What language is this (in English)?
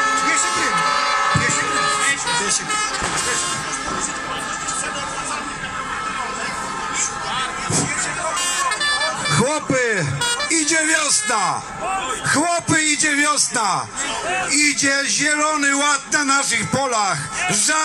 Polish